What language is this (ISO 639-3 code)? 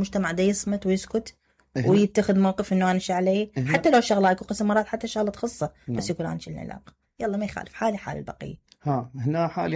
acm